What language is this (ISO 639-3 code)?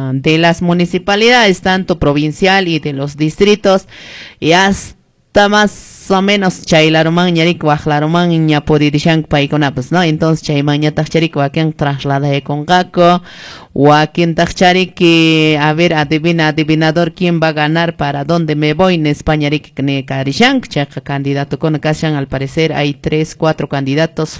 que